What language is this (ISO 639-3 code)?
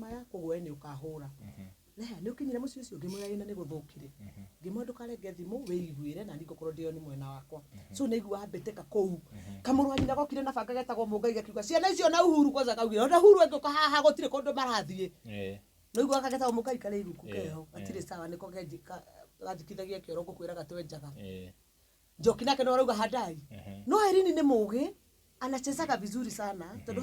kik